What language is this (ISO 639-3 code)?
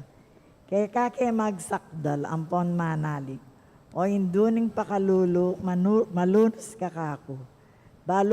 pam